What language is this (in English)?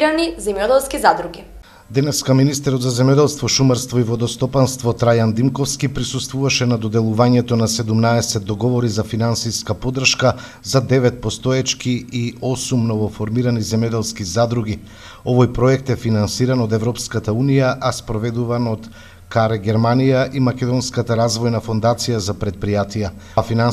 Macedonian